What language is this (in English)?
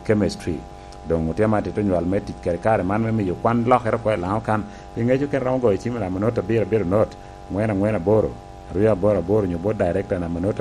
Lango (Uganda)